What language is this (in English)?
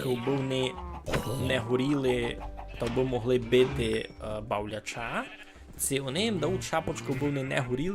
Rusyn